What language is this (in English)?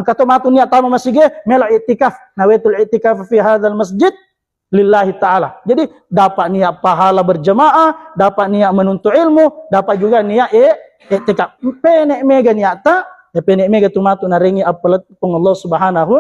Buginese